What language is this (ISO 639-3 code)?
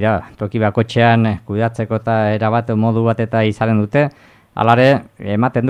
eus